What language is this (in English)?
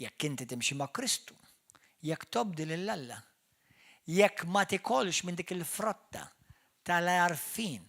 Maltese